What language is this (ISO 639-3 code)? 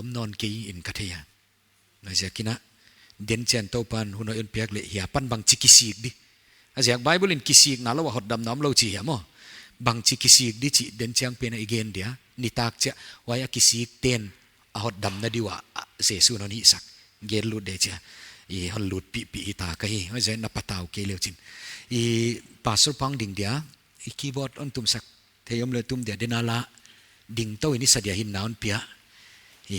pck